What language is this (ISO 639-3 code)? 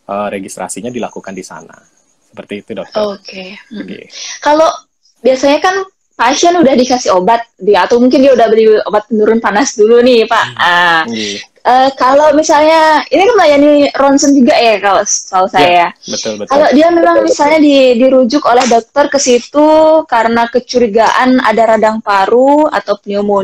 ind